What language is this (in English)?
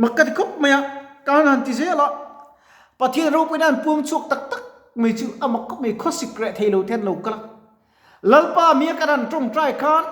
Mizo